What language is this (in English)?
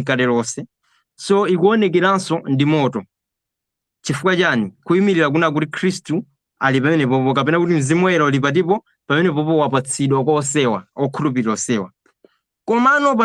Nyanja